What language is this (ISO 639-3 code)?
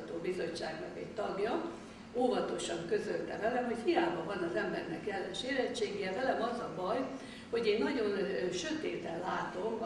hun